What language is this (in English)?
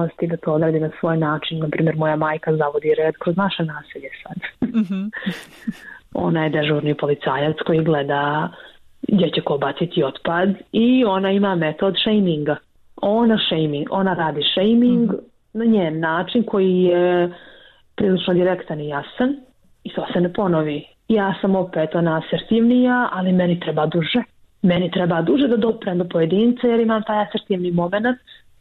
Bosnian